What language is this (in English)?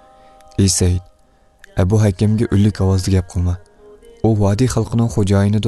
Uyghur